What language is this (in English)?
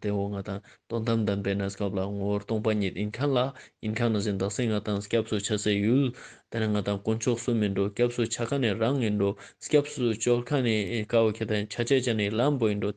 Ladakhi